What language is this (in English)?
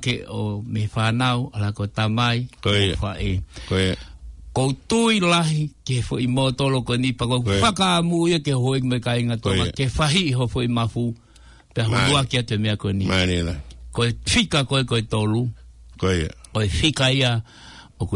Tongan